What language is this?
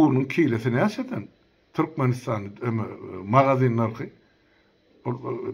Turkmen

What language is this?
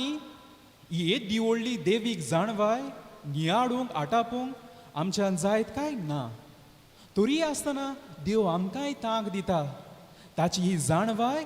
Konkani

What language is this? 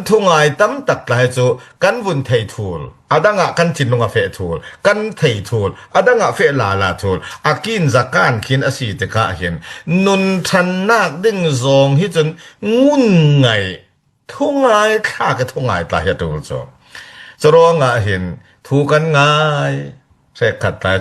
Falam Chin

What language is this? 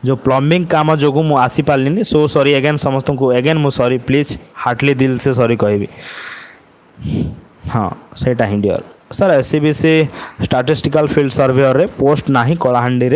Odia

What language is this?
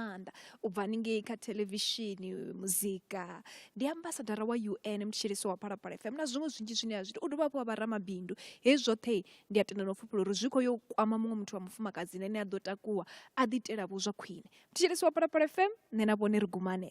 Venda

